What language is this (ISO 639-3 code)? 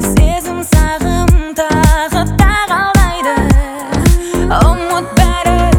kaz